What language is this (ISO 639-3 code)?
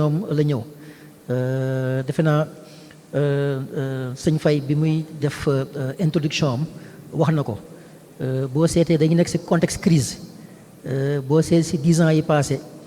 wol